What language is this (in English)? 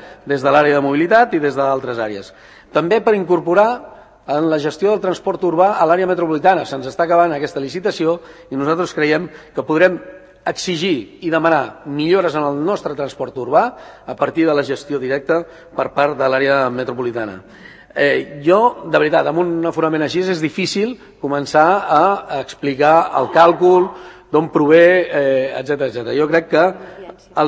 Catalan